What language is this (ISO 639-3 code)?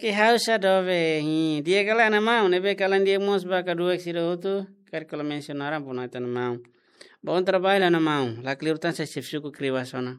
tet